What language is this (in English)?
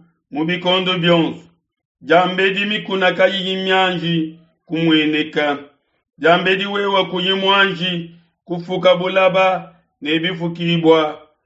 Luba-Lulua